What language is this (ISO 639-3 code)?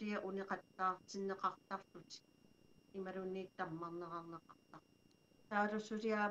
kal